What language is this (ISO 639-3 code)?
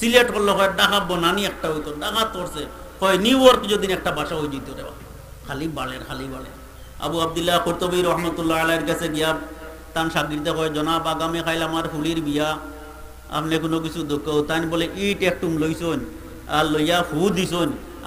syl